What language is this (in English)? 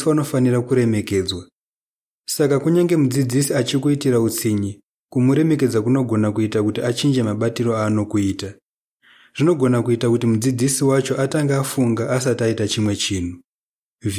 Shona